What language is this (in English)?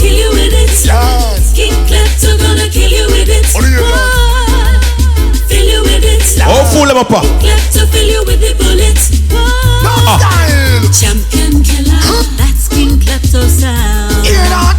Jamaican Creole English